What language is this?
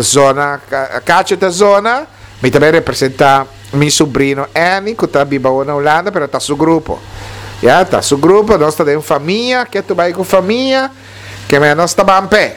Papiamento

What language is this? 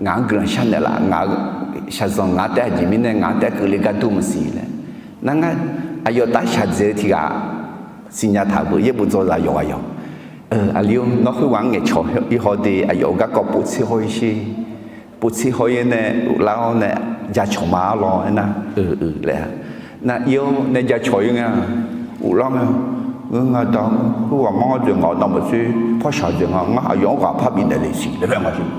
Akha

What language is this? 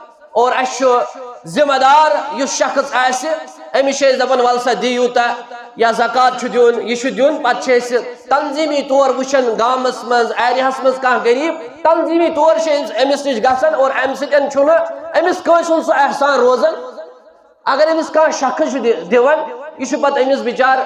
Kashmiri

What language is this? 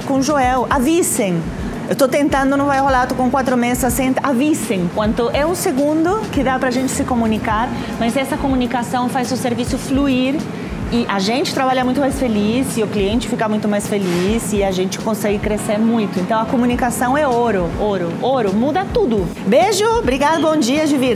Portuguese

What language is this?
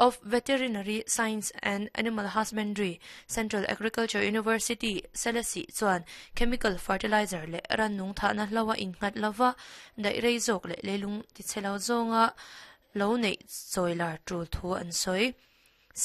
Mizo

